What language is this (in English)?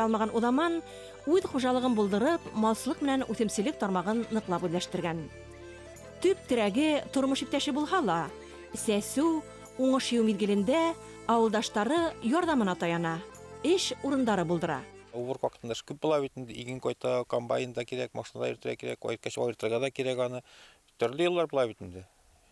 Bashkir